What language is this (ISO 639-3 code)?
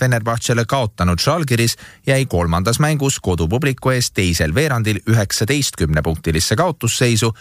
est